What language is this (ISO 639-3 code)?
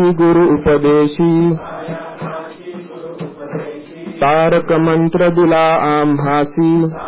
mar